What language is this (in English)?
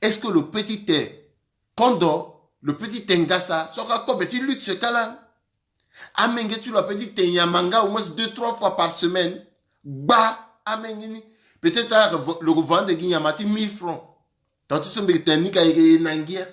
Sango